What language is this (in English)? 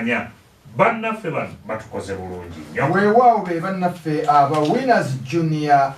Ganda